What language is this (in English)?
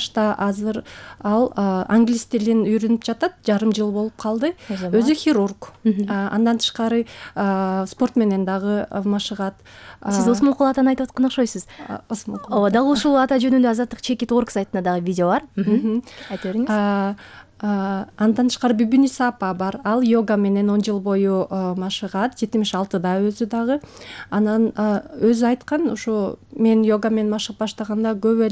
Kyrgyz